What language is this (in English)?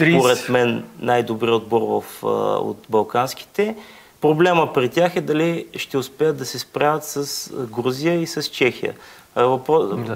Bulgarian